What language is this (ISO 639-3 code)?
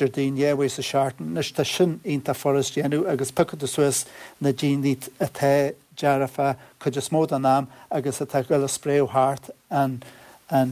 gle